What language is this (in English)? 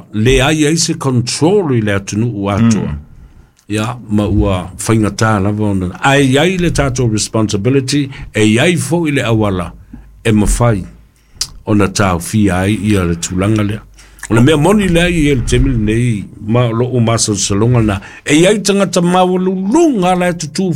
Samoan